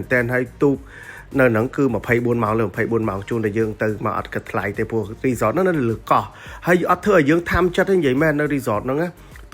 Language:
Khmer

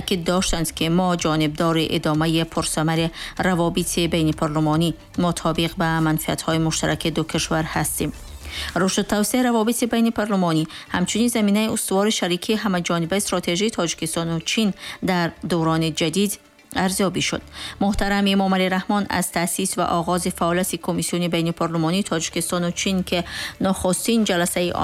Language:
Tajik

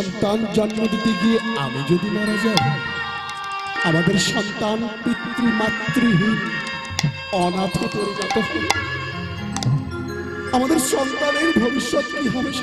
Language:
Bangla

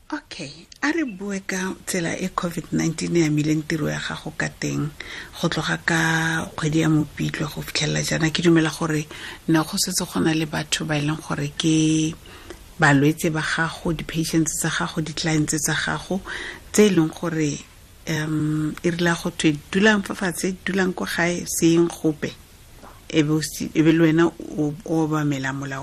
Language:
Tswana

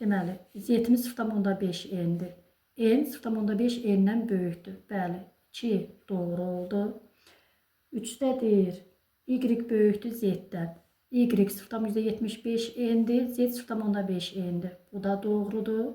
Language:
Azerbaijani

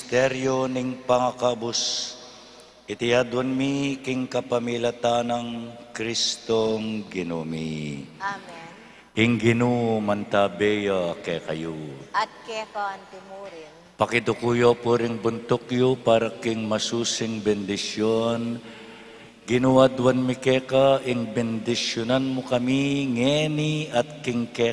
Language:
Pampanga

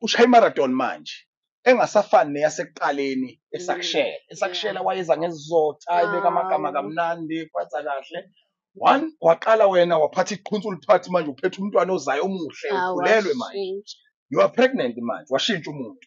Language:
Zulu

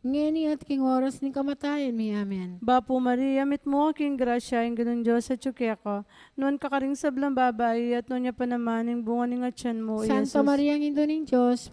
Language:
Pampanga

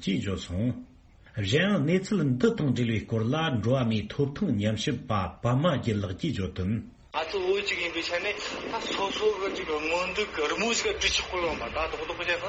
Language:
Tibetan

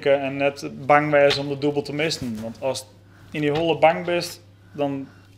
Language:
Western Frisian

